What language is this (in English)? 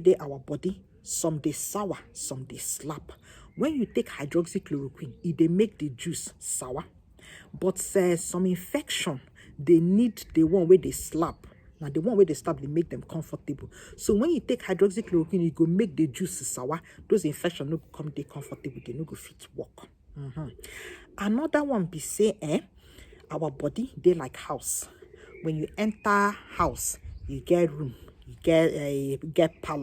Nigerian Pidgin